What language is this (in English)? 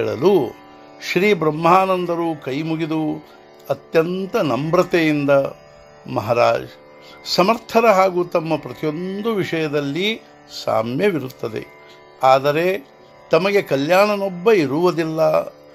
Kannada